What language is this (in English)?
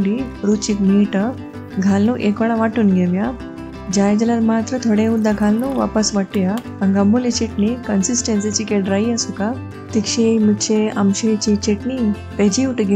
Konkani